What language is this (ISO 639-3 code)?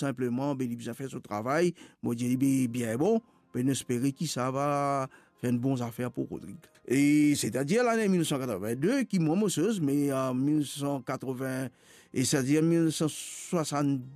mfe